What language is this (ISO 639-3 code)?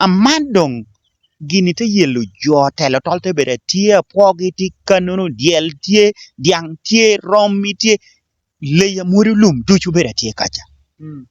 laj